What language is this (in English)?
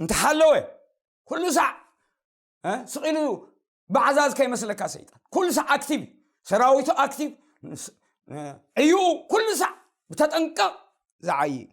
Tigrinya